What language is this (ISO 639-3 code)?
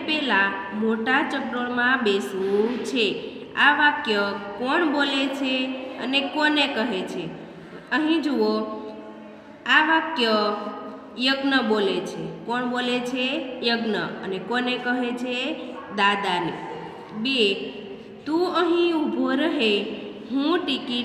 guj